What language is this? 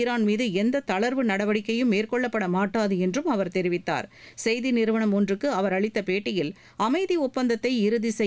Tamil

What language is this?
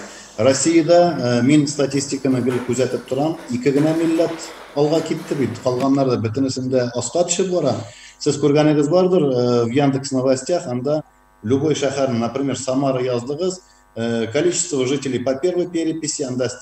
Tatar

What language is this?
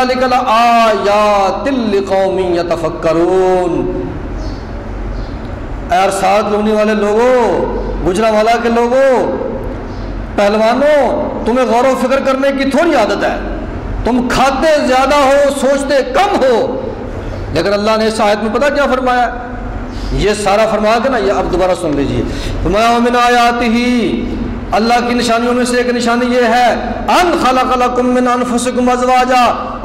Urdu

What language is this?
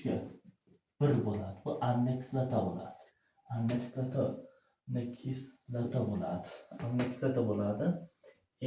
Uzbek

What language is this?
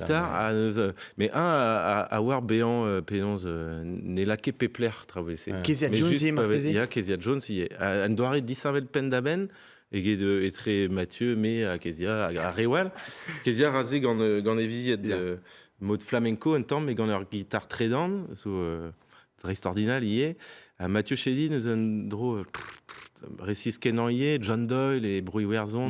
Breton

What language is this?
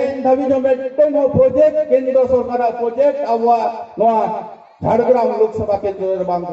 Santali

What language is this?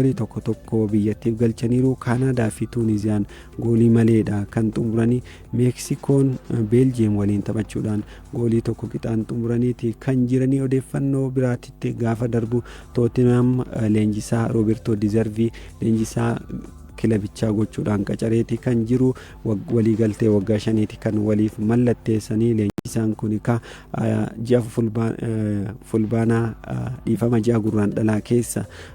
Oromo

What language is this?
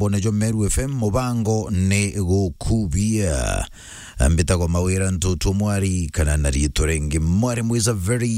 Meru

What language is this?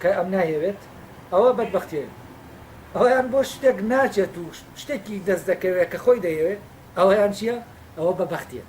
Central Kurdish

